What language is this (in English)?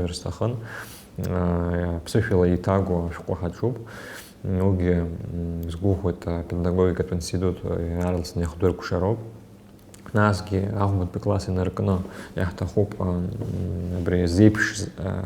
Abkhazian